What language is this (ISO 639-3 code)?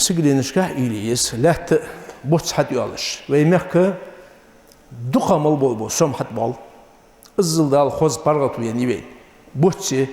inh